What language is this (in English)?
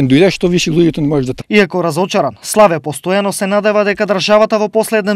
Macedonian